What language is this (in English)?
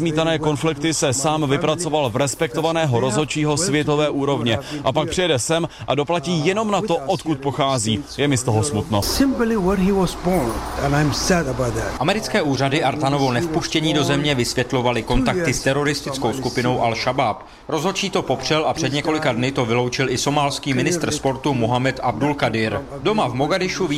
Czech